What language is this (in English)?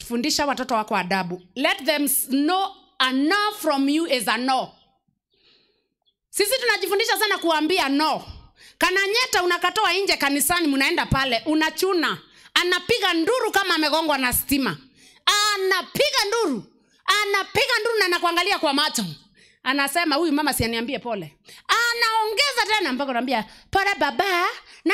Swahili